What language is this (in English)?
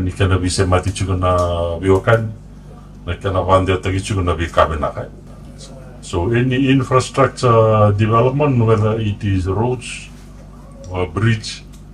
Fijian